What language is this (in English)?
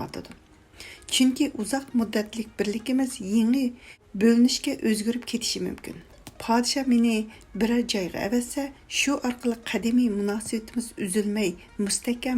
Uyghur